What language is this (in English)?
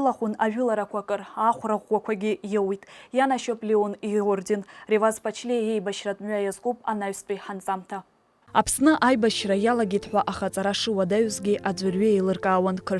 Abkhazian